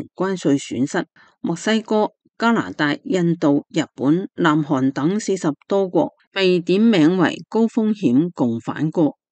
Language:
Cantonese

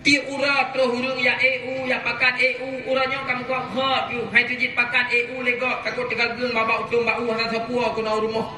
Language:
Achinese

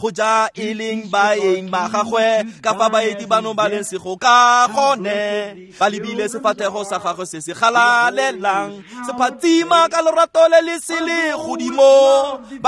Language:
Tswana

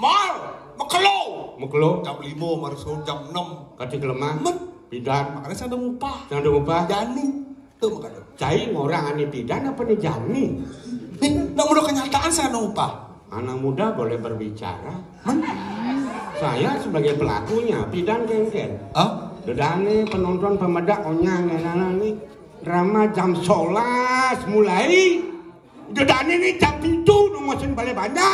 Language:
Balinese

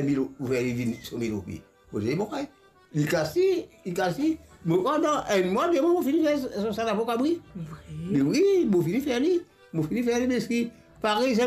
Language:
Morisyen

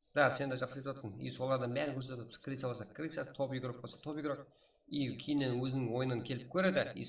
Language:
Kara-Kalpak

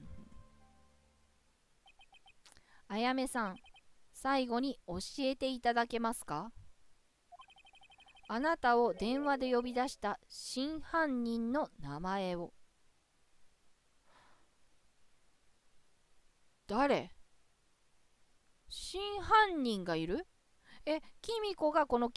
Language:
Japanese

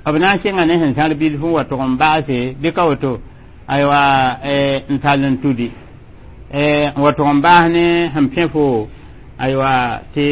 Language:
Mossi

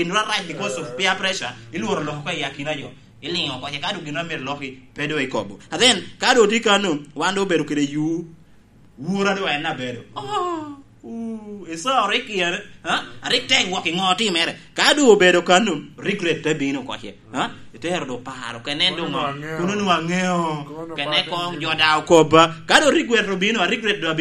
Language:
Lango (Uganda)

